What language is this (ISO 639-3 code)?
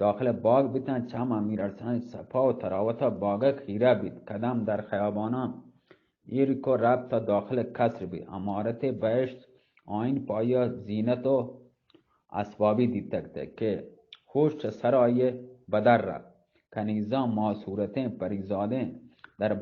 bgp